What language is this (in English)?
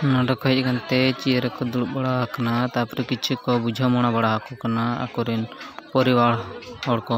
Santali